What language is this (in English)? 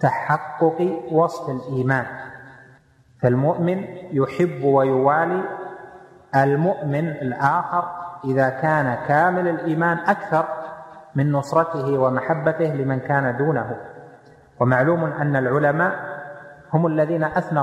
Arabic